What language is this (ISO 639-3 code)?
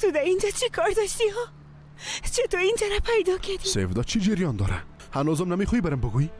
fas